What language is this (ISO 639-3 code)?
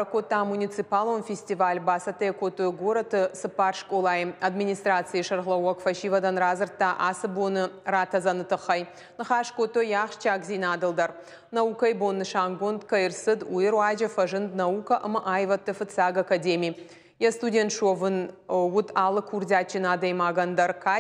oss